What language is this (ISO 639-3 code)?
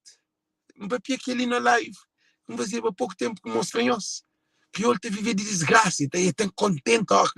kea